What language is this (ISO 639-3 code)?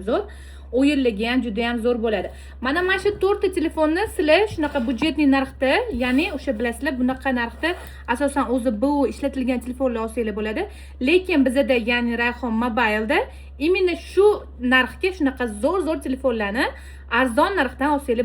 uzb